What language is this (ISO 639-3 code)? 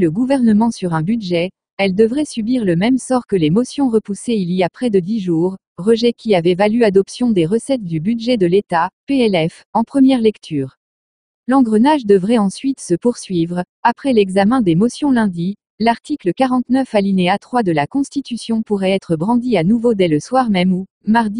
fra